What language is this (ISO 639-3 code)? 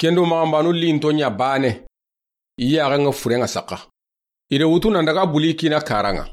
snk